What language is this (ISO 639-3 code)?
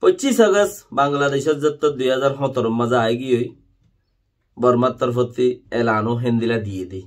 rhg